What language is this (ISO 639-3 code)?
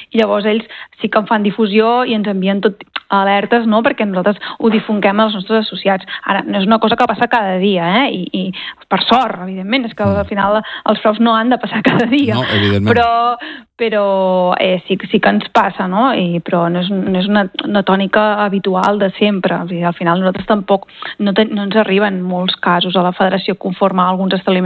cat